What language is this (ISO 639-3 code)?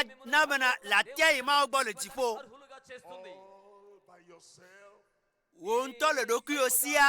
ewe